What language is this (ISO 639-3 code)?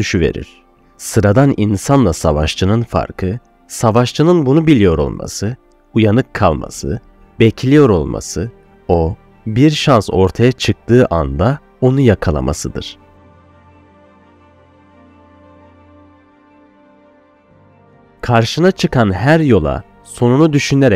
tur